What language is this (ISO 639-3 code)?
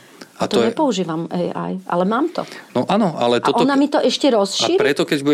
slk